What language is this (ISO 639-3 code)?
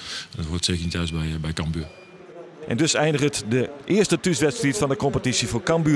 fry